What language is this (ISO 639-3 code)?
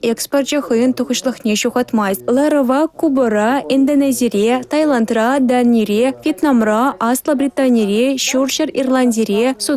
chv